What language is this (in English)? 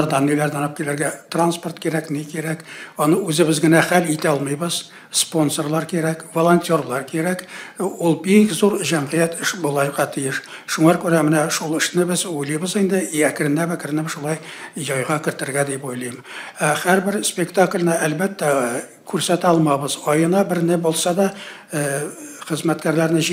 Tatar